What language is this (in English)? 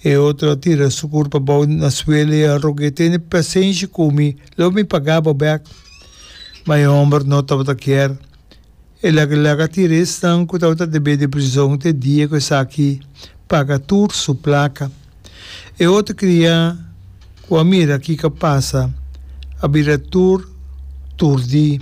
Papiamento